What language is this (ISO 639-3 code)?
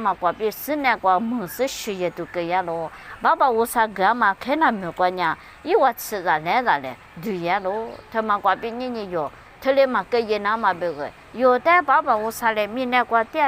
lis